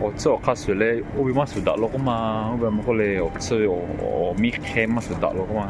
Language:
Lahu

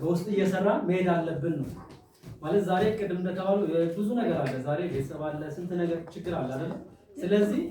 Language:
Amharic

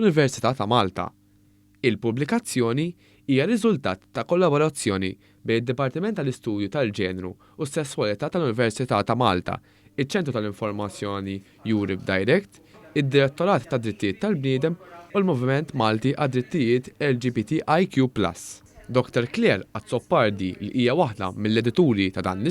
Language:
Maltese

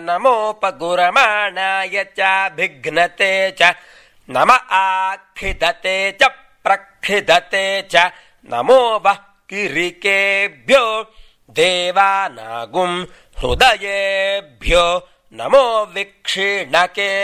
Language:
Sanskrit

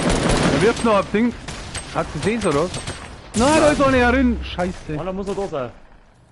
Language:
Bavarian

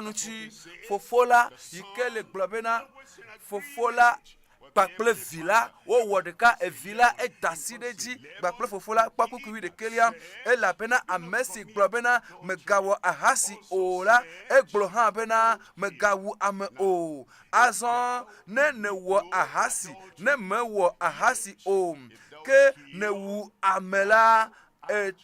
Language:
Ewe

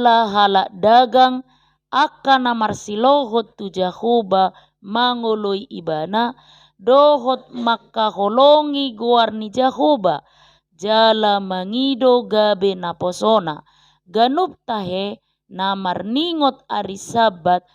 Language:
Batak Toba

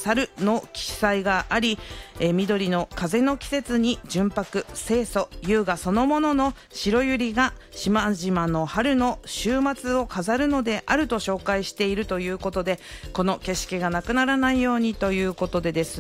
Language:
Japanese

